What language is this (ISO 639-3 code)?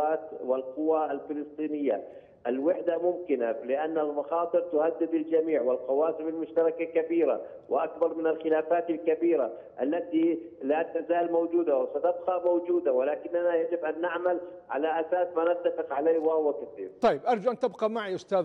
ara